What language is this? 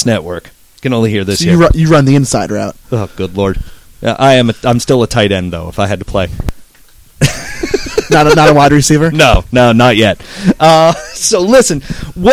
English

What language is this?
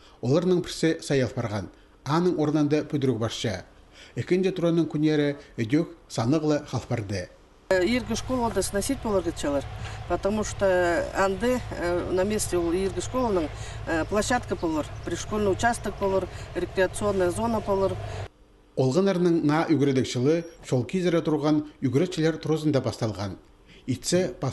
Khakas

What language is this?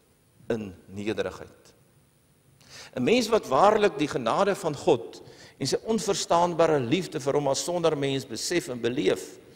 Afrikaans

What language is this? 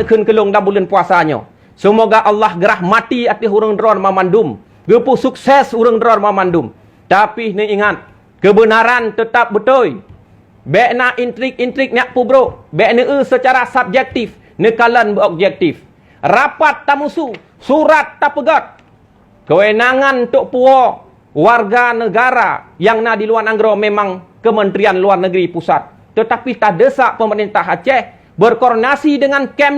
Achinese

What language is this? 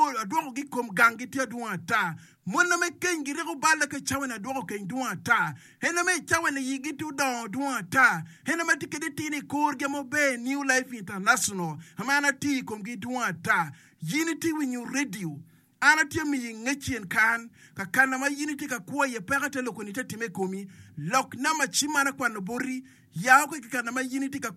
Acoli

